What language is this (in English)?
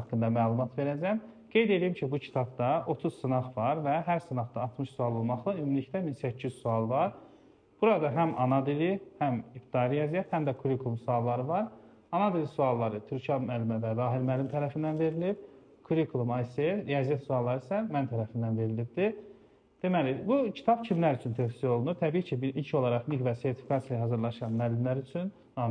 Azerbaijani